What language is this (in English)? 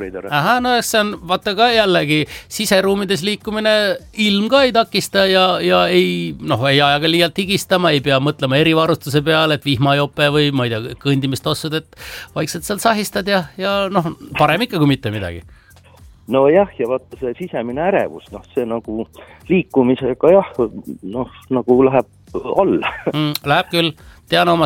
Estonian